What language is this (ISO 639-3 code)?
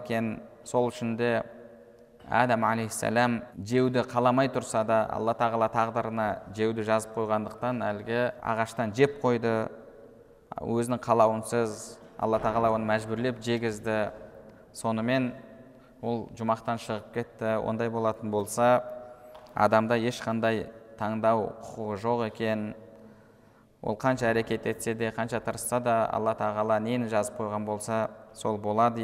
kaz